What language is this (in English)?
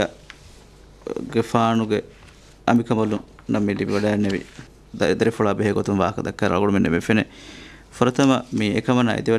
Divehi